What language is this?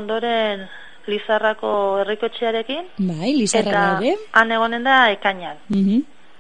Basque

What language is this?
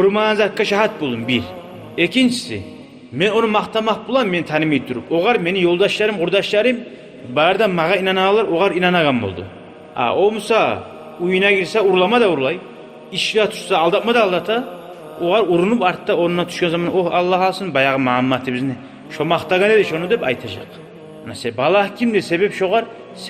Kumyk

